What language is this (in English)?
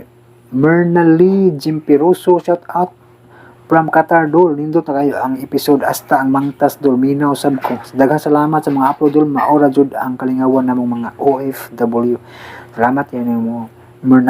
Cebuano